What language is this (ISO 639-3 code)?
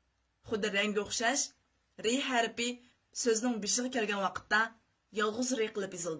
uig